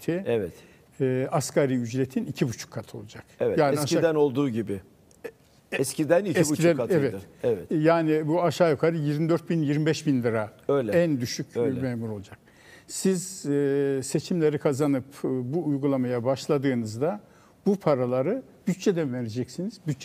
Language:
Turkish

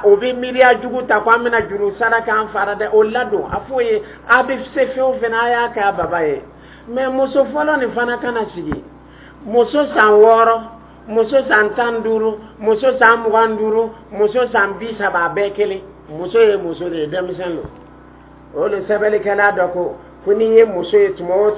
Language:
Dyula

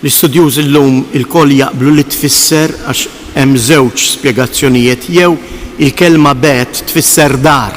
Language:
Maltese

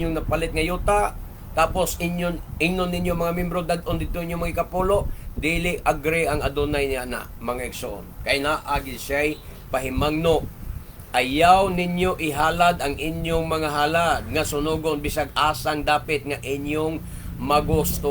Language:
Cebuano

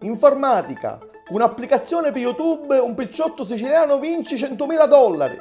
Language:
Sicilian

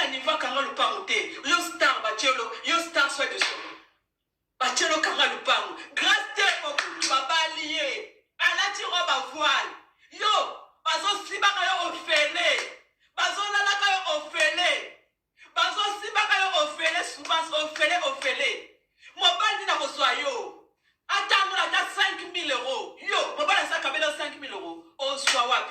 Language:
Lingala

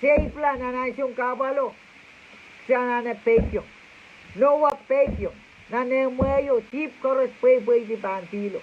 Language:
Pohnpeian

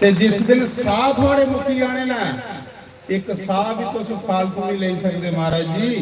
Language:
Dogri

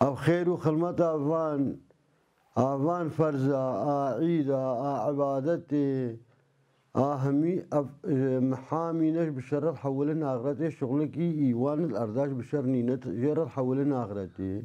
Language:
Kurdish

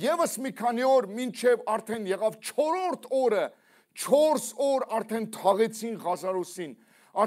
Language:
Armenian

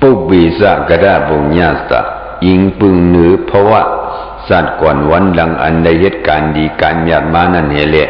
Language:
Shan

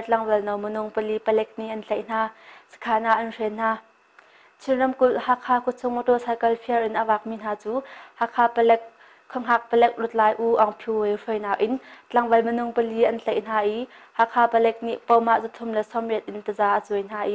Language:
Hakha Chin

